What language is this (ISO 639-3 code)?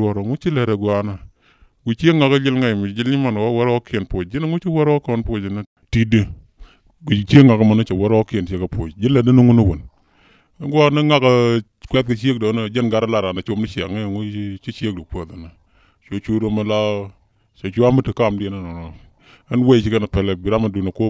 nus